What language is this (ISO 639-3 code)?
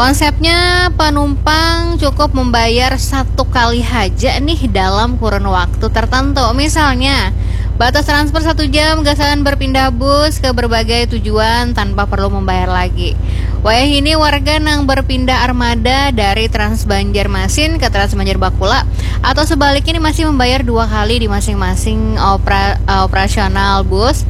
bjn